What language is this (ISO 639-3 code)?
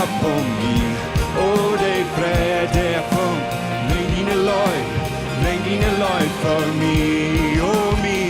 pdt